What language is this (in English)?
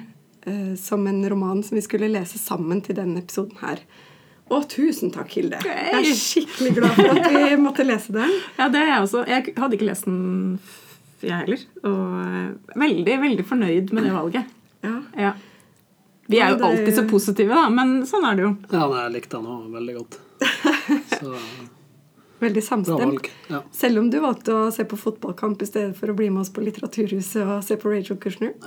Norwegian